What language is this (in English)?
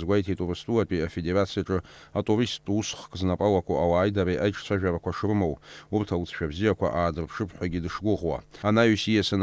Abkhazian